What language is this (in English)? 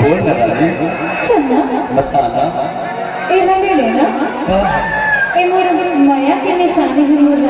Chhattisgarhi